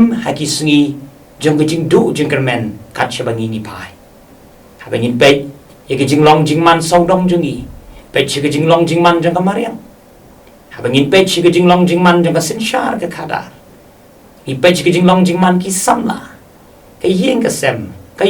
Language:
Khasi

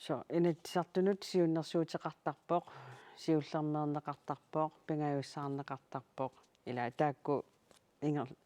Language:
Kalaallisut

